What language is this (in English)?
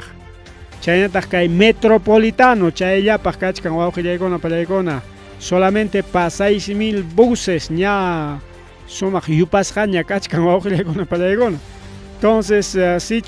Ayacucho Quechua